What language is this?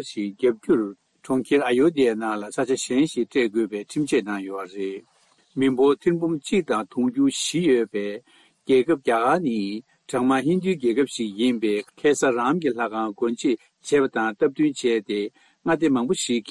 Tibetan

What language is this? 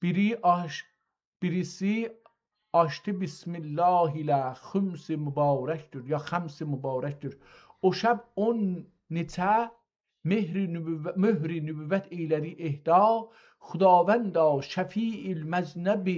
South Azerbaijani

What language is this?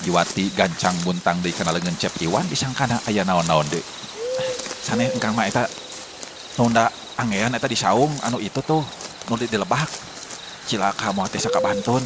Sundanese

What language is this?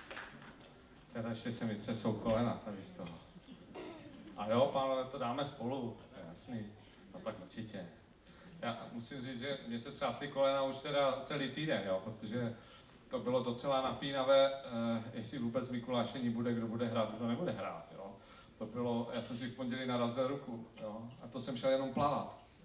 Czech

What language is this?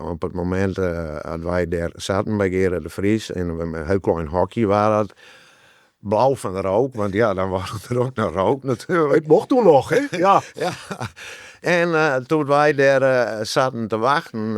Western Frisian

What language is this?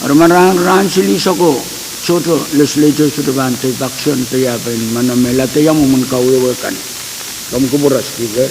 Pohnpeian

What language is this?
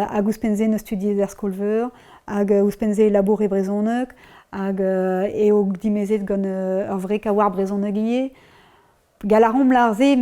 Breton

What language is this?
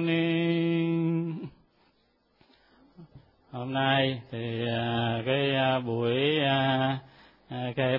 Vietnamese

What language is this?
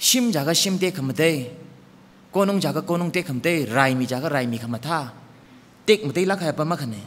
Tangkhul Naga (India)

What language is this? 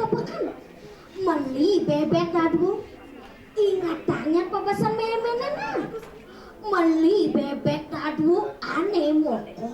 Balinese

